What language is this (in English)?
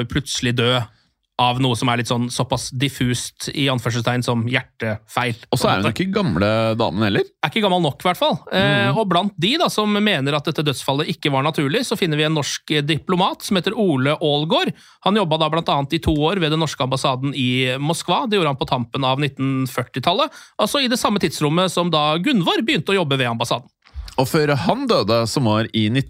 Norwegian